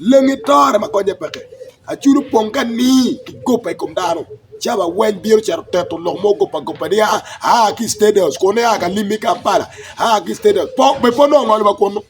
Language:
Acoli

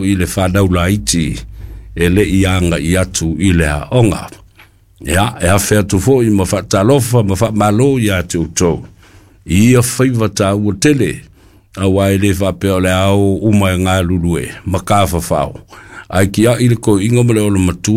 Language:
Samoan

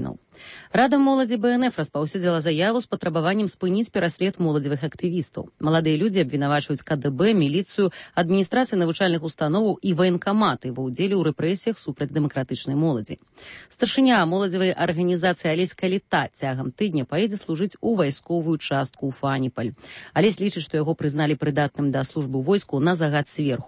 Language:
Belarusian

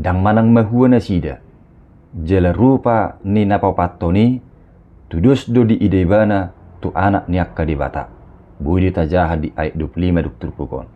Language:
Batak Toba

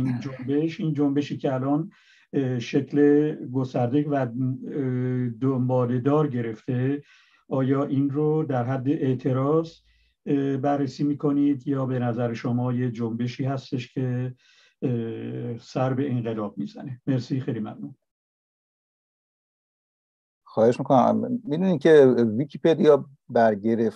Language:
Persian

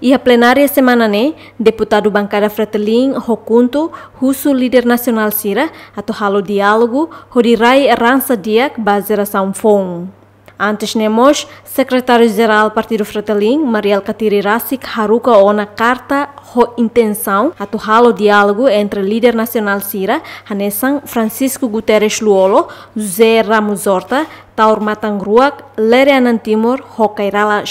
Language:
Tetum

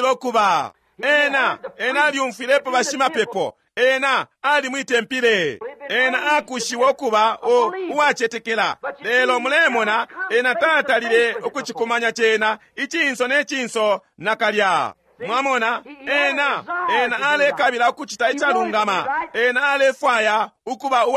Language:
Bemba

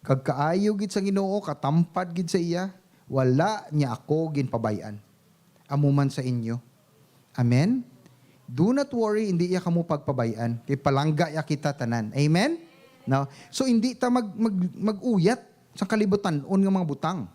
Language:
Hiligaynon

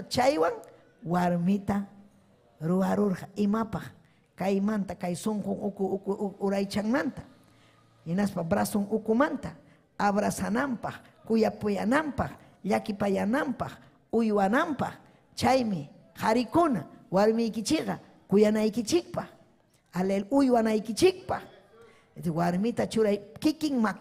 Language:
Ayacucho Quechua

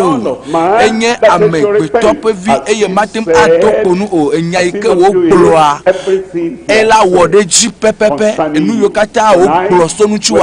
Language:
Ewe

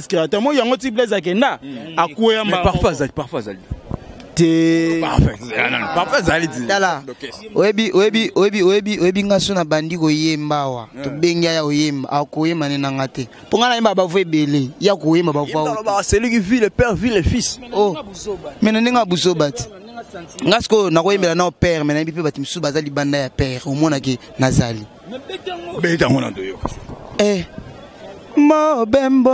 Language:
Lingala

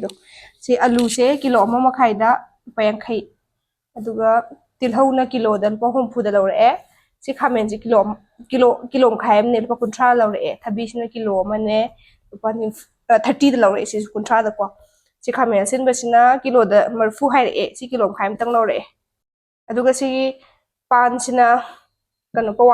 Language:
Manipuri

